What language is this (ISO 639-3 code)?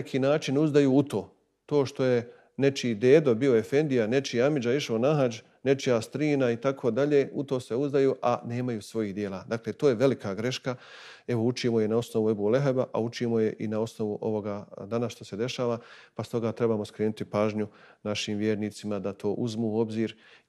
bos